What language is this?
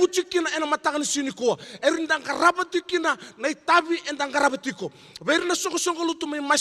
Fijian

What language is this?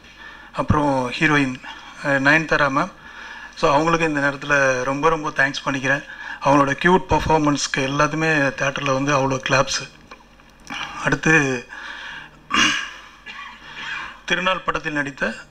Tamil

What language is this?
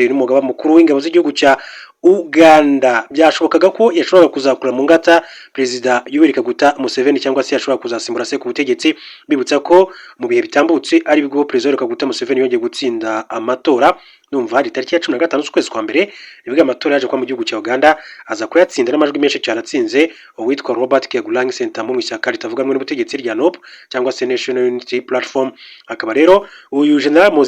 Kinyarwanda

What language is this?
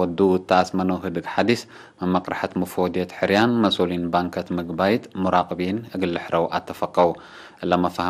Tigre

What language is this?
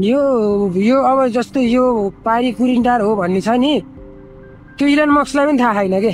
Nepali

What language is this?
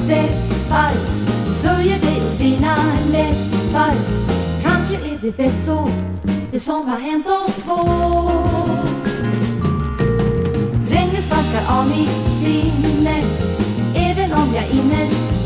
Swedish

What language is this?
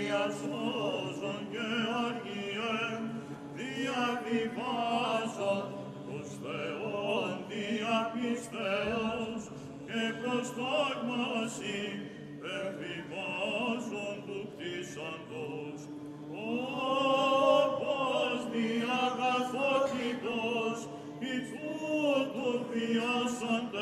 Greek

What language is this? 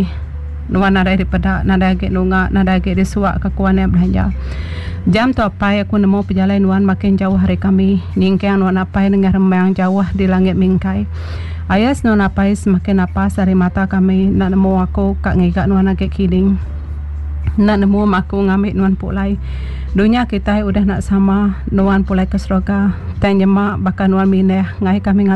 Iban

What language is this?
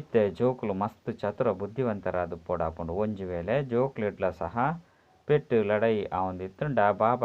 Tulu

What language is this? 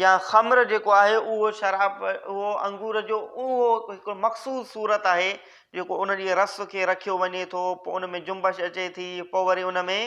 Sindhi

